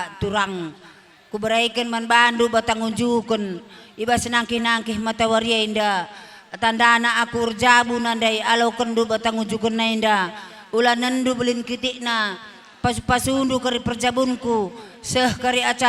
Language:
Batak Karo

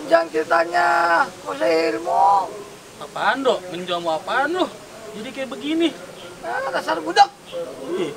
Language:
Betawi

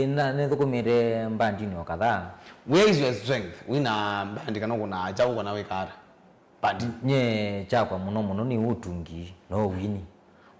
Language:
Kamba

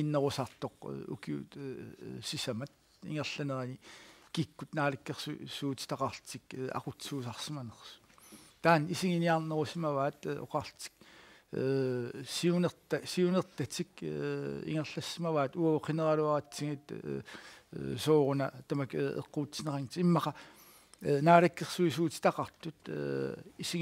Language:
Kalaallisut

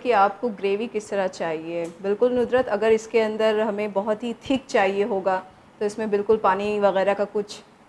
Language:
Hindi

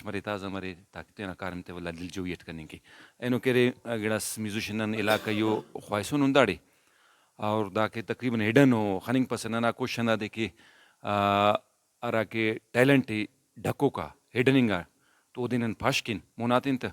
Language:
Brahui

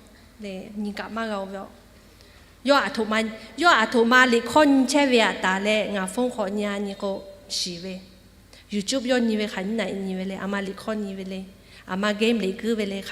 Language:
Lahu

